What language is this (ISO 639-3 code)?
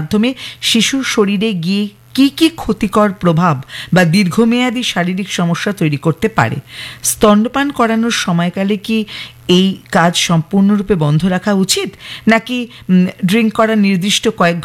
ben